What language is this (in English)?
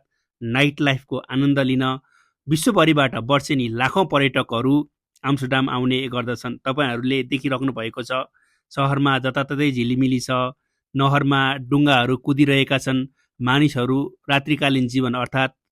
Nepali